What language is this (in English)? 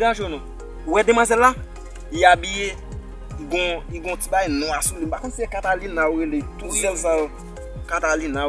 Haitian Creole